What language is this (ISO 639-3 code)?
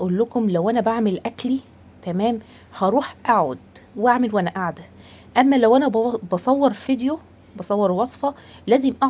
arz